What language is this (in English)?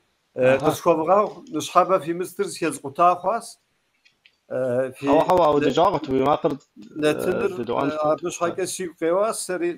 Kabardian